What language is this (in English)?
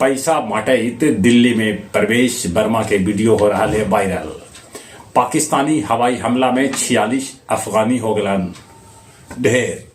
Magahi